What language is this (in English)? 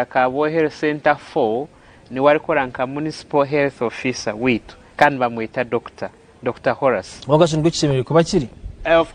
Nyankole